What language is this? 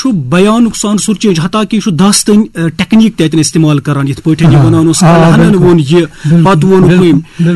Kashmiri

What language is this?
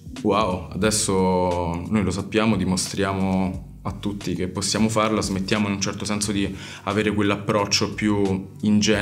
Italian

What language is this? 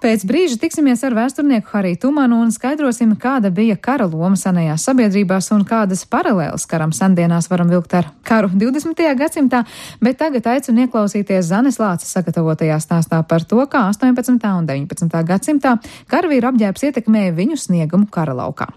Latvian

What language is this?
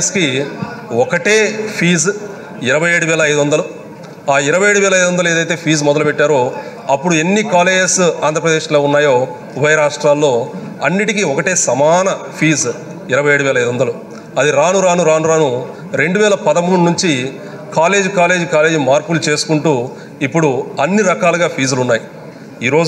Telugu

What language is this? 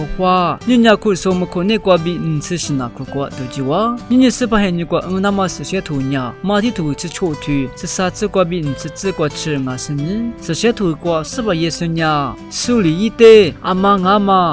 Lisu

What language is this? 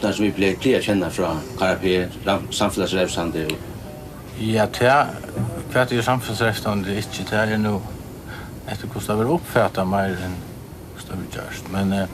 Faroese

